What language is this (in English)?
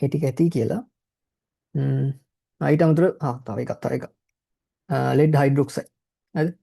Sinhala